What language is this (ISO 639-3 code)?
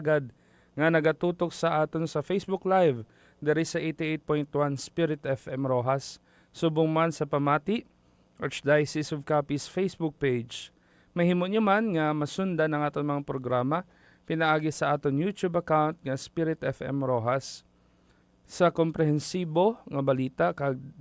hil